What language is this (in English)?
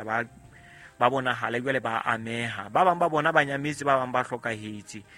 Southern Sotho